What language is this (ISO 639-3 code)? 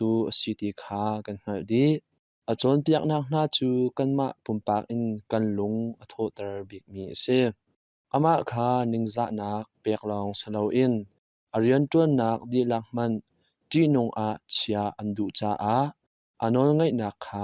cnh